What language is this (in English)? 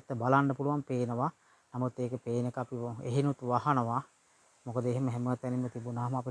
Sinhala